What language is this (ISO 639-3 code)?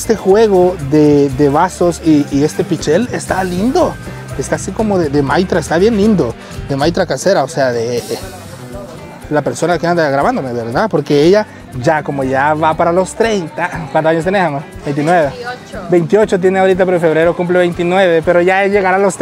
spa